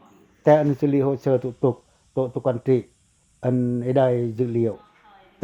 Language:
Pacoh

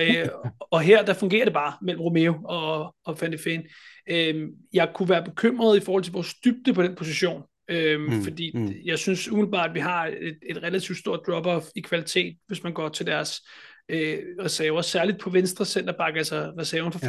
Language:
Danish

